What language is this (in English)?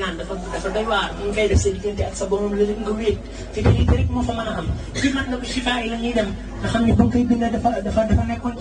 Wolof